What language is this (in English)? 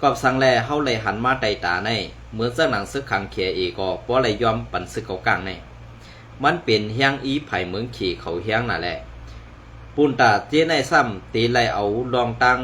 Shan